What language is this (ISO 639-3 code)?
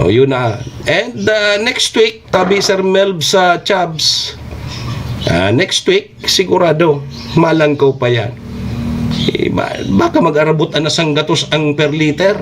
bik